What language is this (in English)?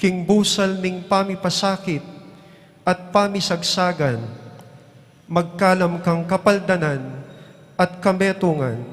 Pampanga